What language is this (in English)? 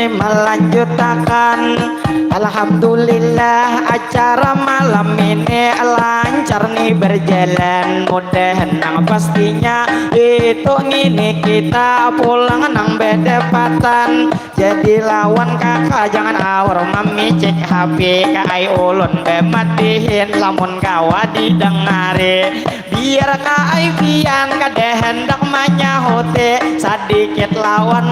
Banjar